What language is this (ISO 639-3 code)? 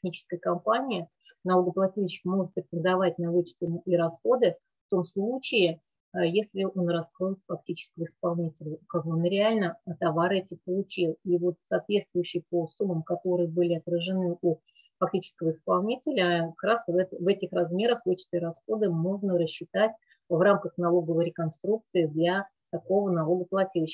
rus